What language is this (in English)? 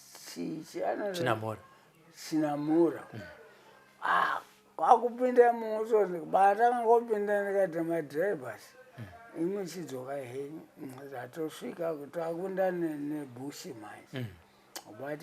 Shona